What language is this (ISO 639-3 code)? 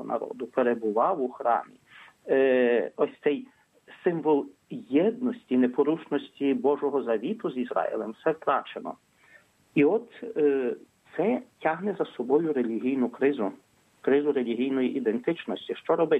ukr